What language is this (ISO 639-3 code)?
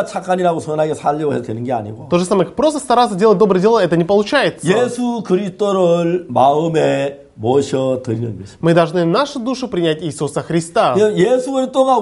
kor